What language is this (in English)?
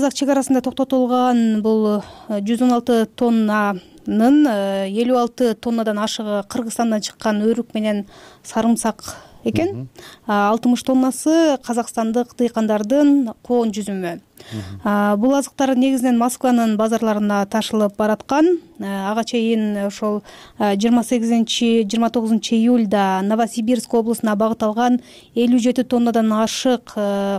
Kyrgyz